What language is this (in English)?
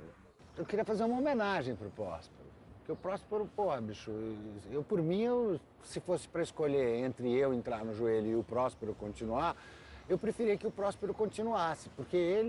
Portuguese